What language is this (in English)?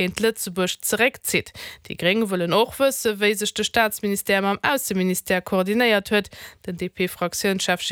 Luxembourgish